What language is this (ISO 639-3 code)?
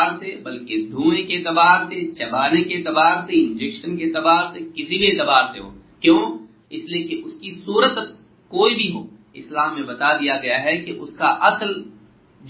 urd